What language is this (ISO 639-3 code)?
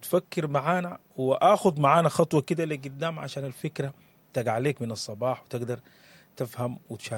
apd